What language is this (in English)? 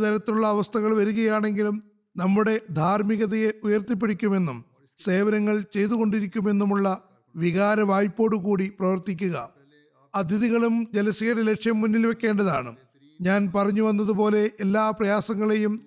Malayalam